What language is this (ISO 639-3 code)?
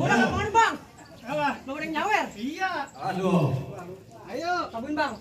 bew